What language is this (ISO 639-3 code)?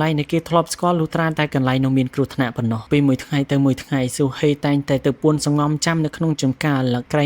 khm